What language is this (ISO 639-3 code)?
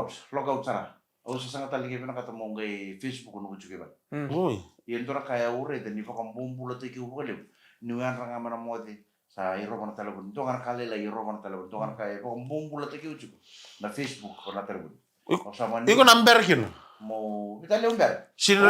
fij